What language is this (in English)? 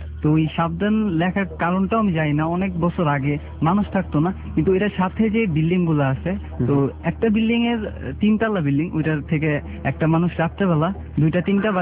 Bangla